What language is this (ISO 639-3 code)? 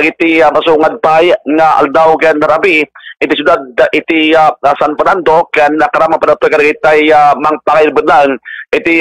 ilo